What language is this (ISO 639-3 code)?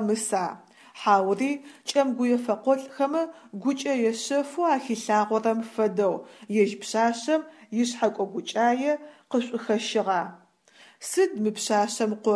ady